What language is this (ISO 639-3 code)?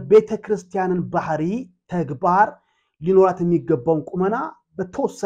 amh